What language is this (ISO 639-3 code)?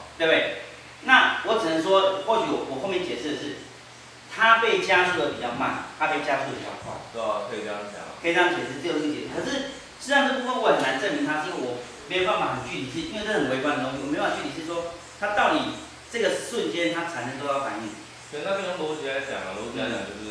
zho